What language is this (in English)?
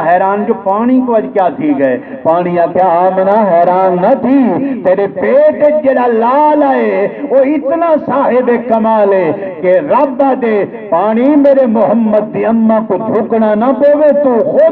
Saraiki